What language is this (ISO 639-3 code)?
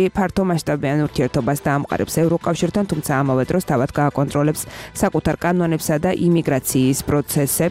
kat